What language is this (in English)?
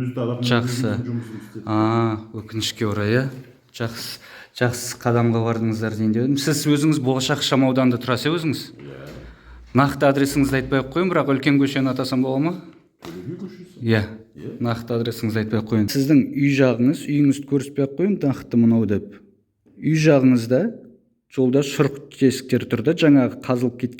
Kazakh